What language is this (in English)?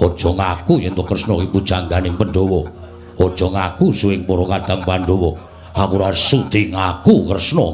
Javanese